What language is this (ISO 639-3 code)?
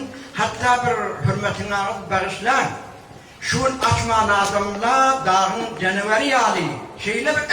tuk